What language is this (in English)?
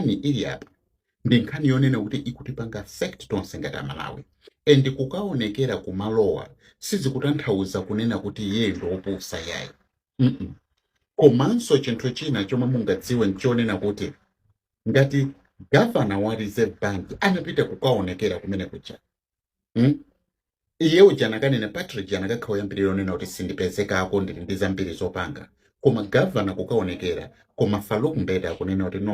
Nyanja